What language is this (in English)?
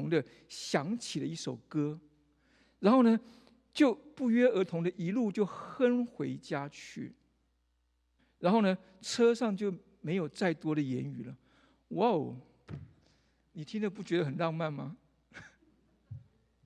Chinese